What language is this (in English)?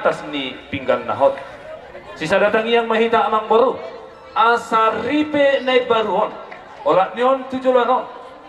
Batak Toba